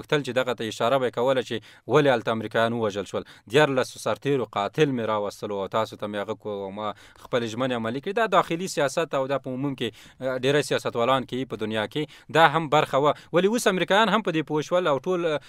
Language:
Pashto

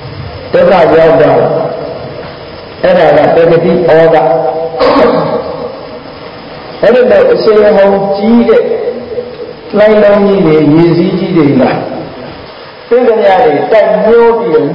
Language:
Burmese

